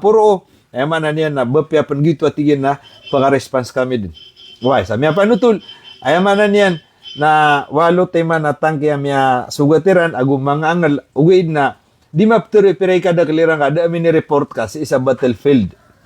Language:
Maranao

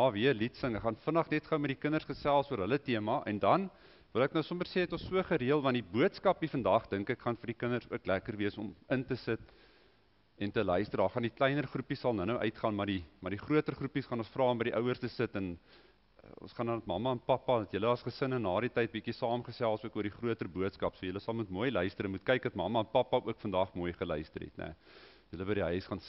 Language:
Afrikaans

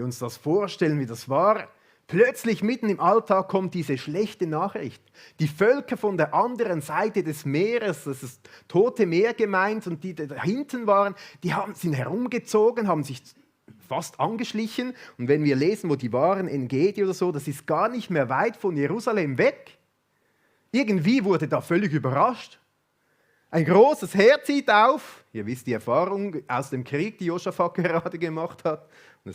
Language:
Swiss German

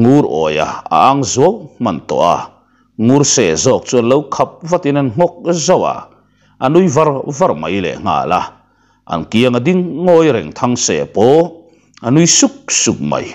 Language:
Mizo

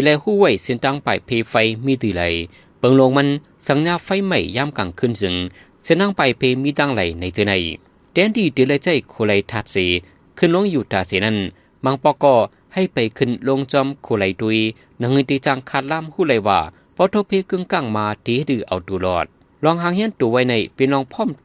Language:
Shan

